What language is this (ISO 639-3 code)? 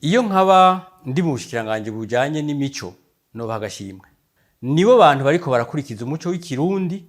run